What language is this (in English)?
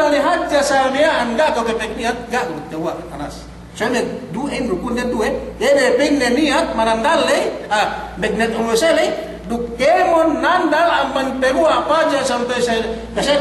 Yakan